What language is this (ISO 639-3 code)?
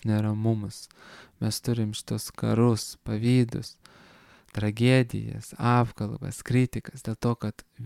lit